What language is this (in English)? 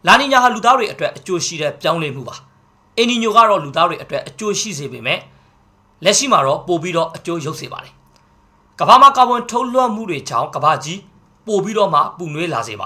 Burmese